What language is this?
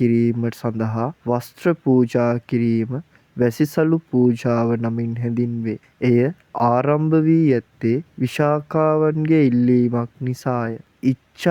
Sinhala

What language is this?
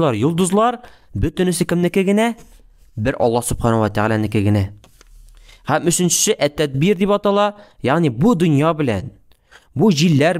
Tatar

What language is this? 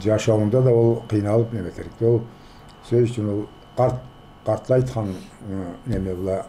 Karachay-Balkar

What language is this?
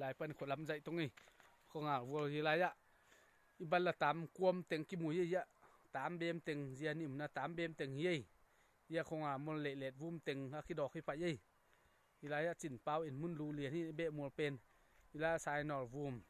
Tedim Chin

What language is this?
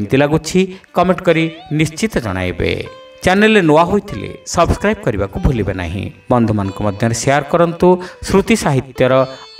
Odia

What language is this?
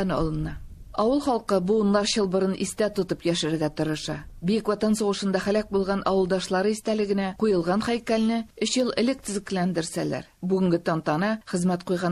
Tatar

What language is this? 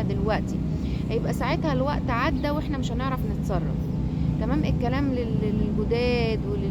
Egyptian Arabic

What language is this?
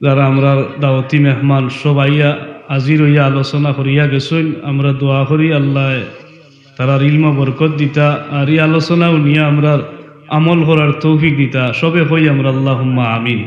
Sylheti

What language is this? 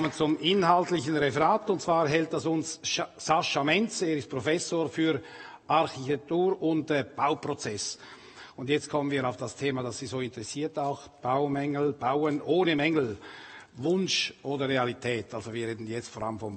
German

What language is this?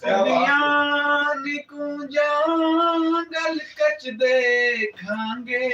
Saraiki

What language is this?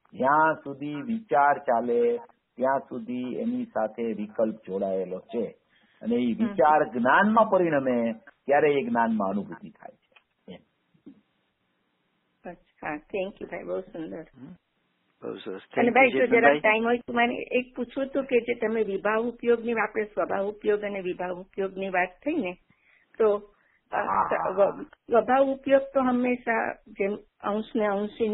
Gujarati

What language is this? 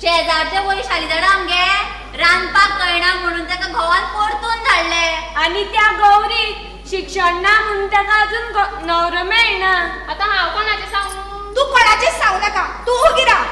Konkani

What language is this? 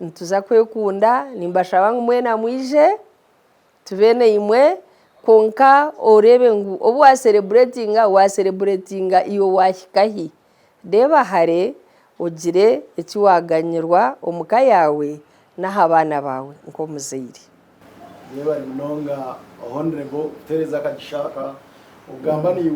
Nyankole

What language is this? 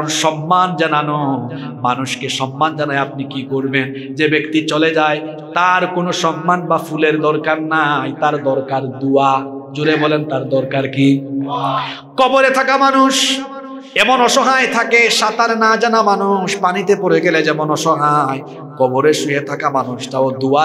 Bangla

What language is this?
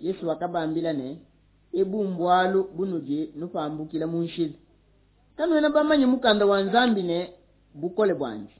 Luba-Lulua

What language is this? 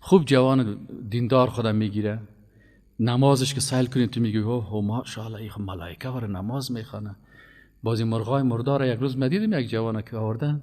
Persian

